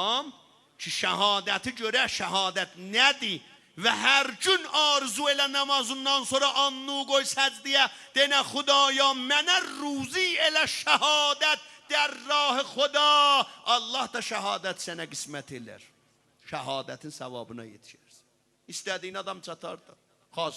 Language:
South Azerbaijani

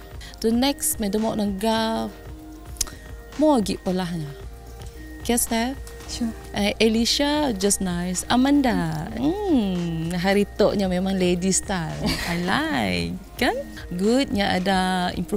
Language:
Malay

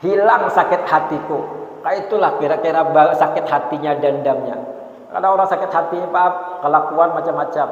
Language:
Banjar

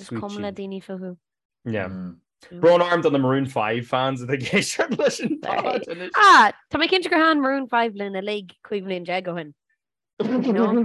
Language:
Irish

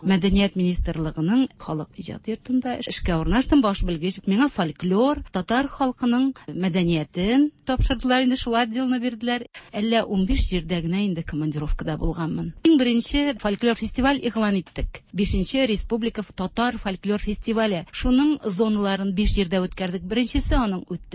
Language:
Tatar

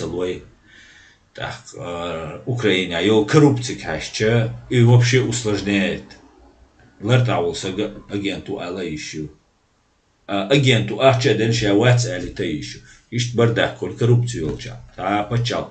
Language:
Chechen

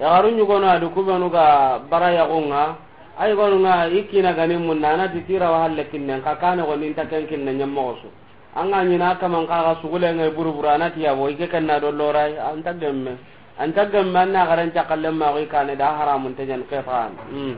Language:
Soninke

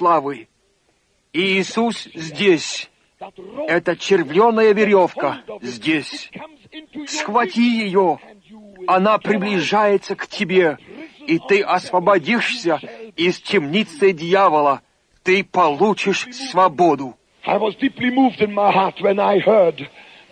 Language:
Russian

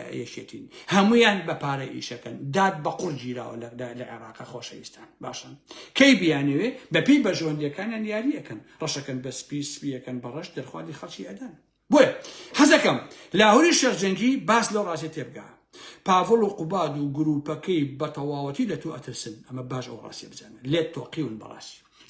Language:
Central Kurdish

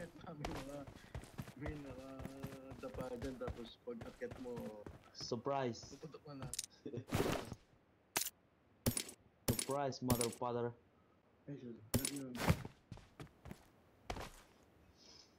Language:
Filipino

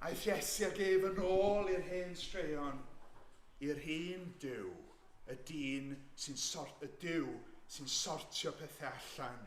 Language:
Welsh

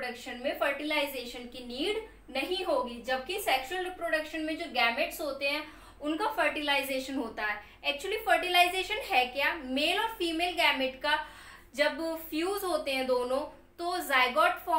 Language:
Hindi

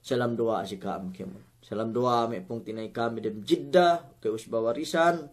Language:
Yakan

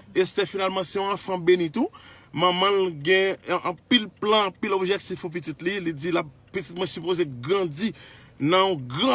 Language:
Haitian Creole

